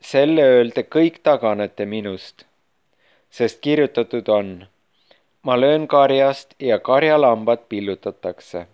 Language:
Estonian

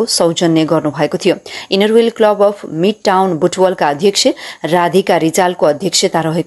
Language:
Nepali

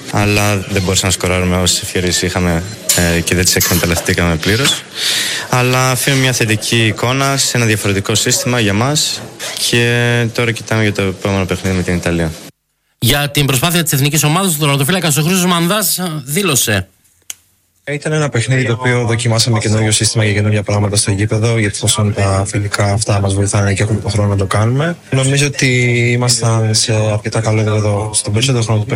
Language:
Greek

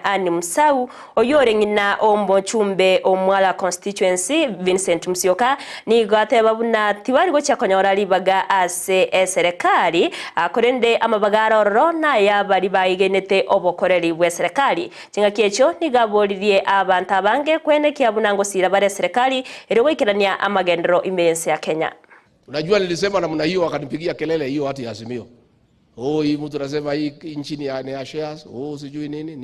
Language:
Gusii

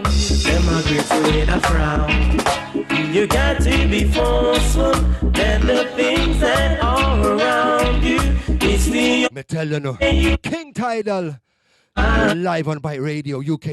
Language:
Jamaican Creole English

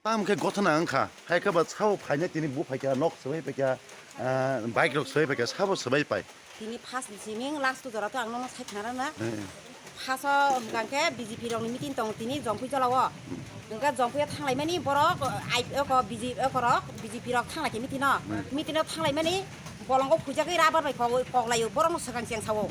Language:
Kok Borok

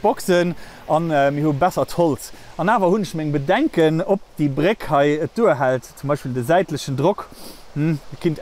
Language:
Luxembourgish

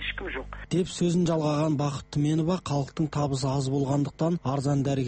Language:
Kazakh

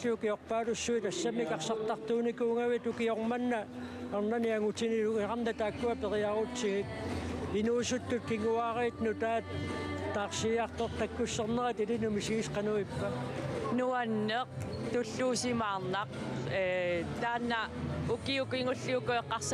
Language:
Kalaallisut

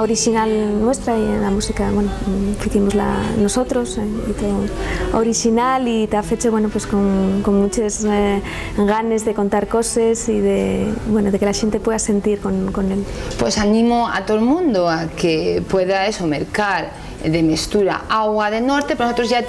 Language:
Asturian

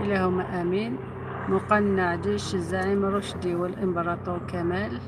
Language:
Algerian Arabic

